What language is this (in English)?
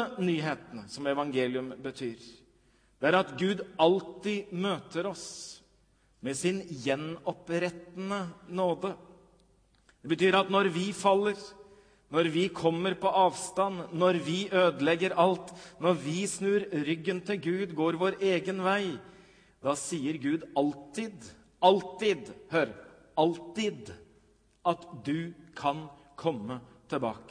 Norwegian